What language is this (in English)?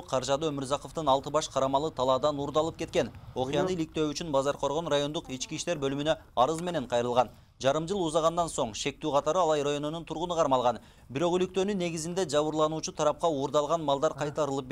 Kyrgyz